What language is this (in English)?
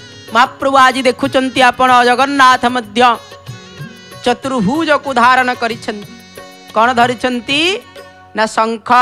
Odia